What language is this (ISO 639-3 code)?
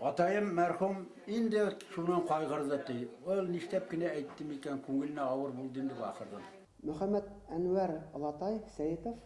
bak